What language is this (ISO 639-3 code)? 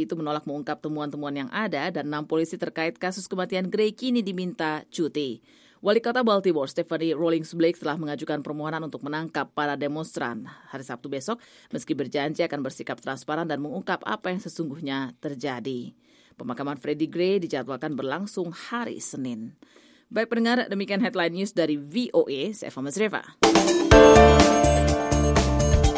ind